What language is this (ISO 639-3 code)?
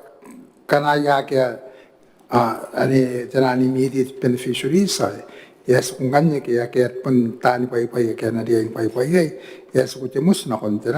gil